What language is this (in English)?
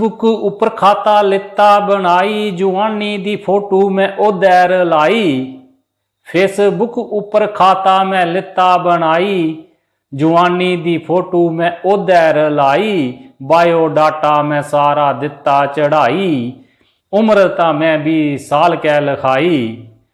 Dogri